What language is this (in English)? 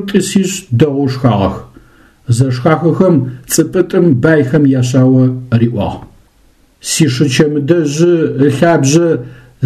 Adyghe